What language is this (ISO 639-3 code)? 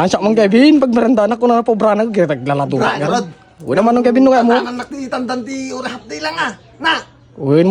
ilo